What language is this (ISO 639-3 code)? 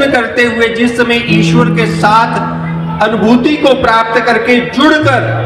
hin